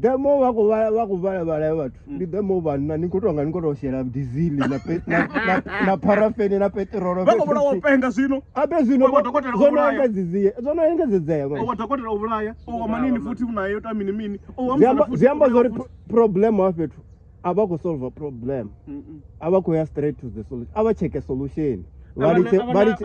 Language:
Venda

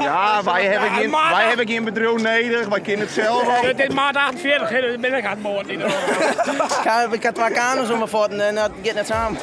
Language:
Western Frisian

